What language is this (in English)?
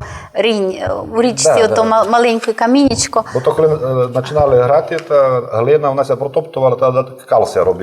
Rusyn